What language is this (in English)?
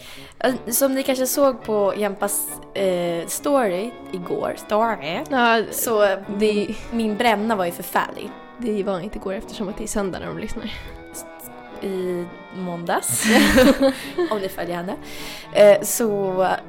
Swedish